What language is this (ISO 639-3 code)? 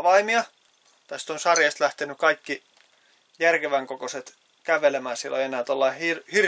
fin